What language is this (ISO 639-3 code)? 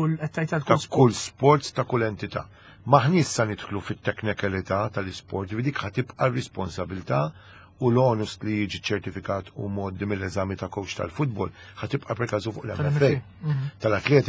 mlt